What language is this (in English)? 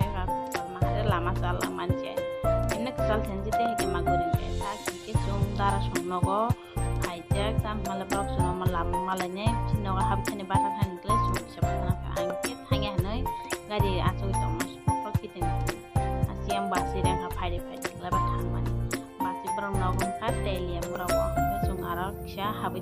Kok Borok